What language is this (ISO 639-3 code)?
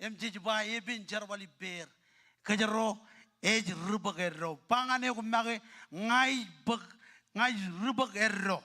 mah